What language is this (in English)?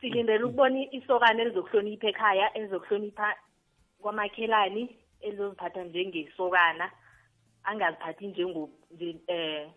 South Ndebele